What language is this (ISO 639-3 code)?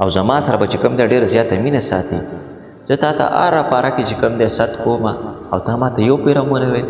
pus